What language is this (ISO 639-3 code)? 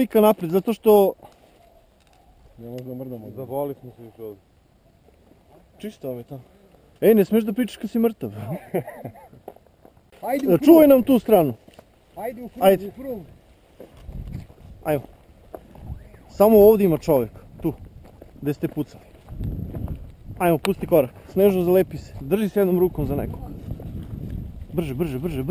srp